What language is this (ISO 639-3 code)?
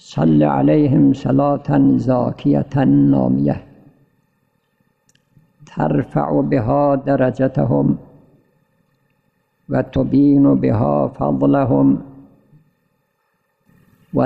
fas